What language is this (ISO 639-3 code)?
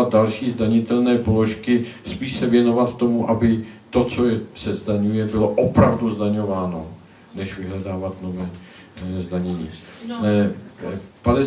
ces